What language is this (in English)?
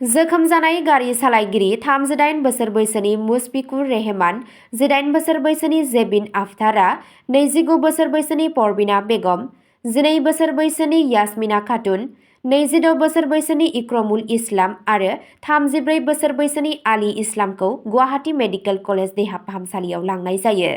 Bodo